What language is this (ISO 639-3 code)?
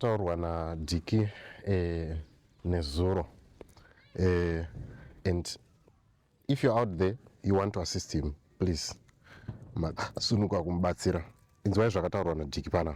sna